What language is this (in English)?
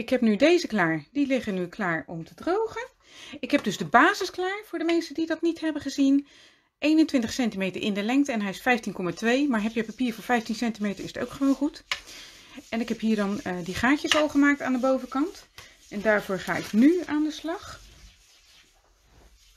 Dutch